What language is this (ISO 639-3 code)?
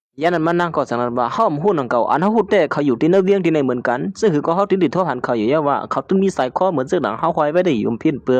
shn